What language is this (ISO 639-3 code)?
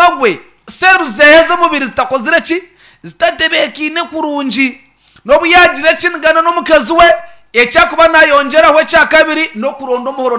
nyn